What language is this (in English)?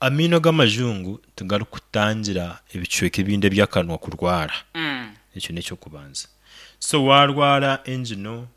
Nyankole